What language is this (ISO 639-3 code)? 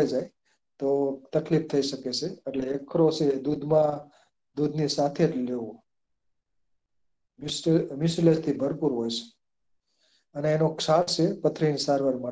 guj